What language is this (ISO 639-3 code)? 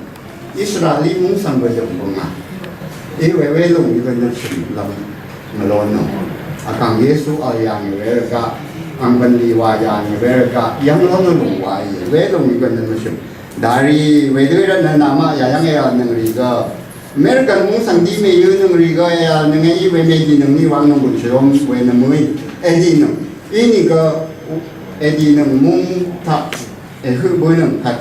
raw